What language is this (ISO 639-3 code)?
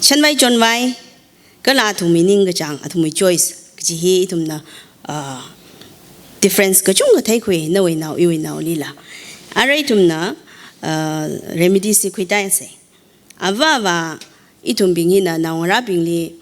nmf